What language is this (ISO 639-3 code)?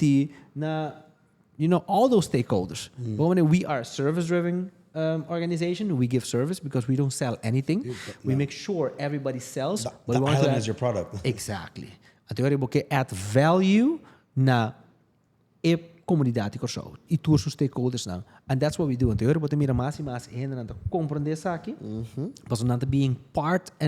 pap